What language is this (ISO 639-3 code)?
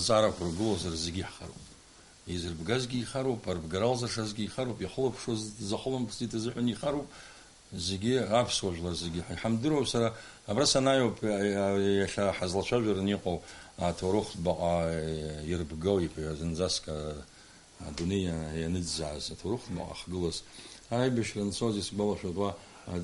abk